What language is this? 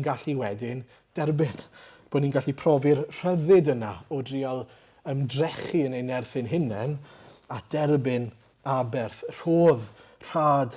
Welsh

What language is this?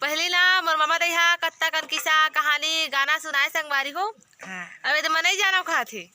Chhattisgarhi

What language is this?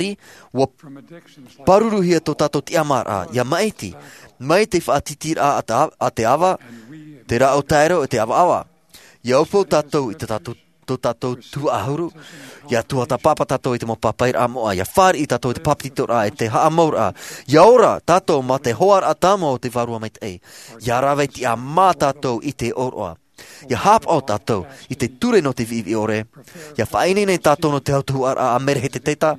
Tahitian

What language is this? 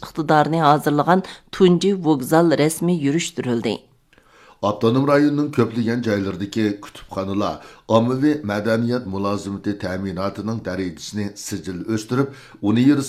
Uyghur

